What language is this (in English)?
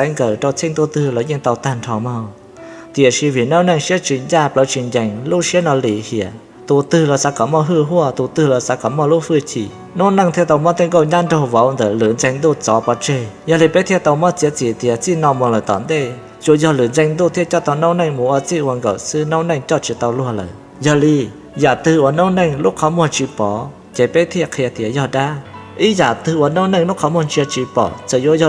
Hmong